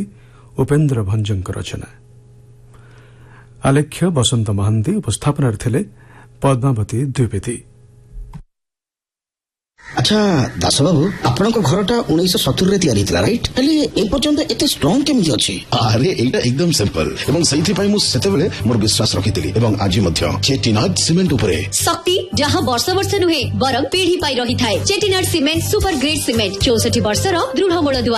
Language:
Odia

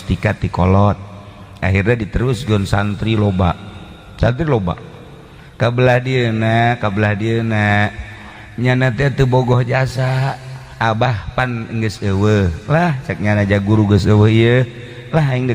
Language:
Sundanese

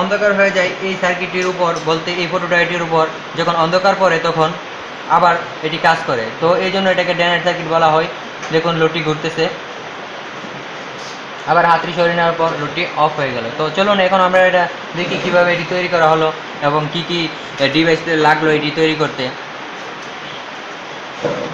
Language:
Bangla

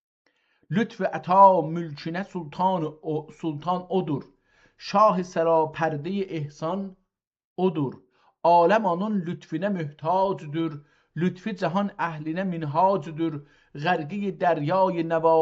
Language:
South Azerbaijani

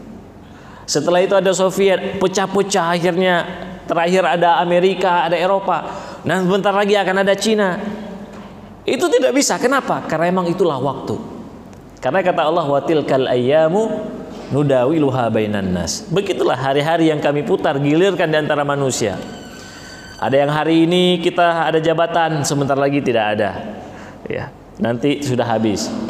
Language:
Indonesian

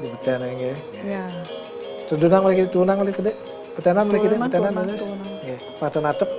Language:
Balinese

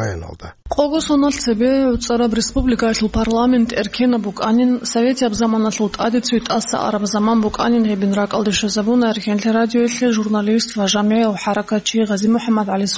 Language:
Avaric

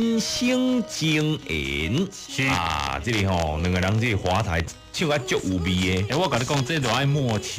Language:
Min Nan Chinese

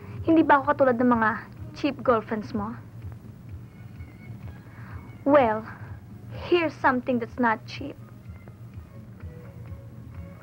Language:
Filipino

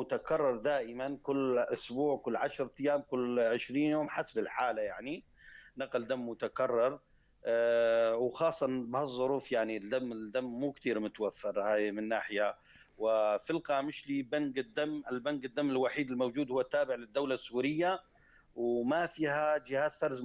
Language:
North Levantine Arabic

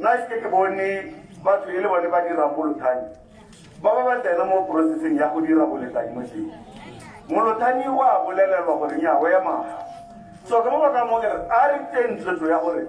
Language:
Tswana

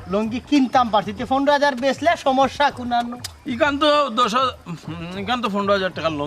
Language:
Sylheti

